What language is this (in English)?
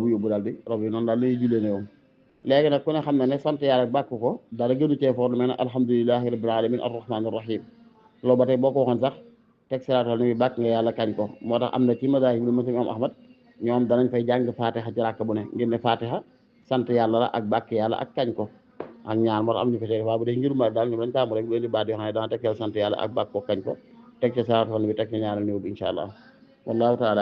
Wolof